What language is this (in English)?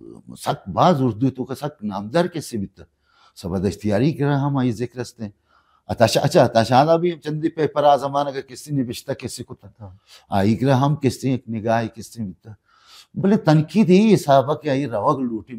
Baluchi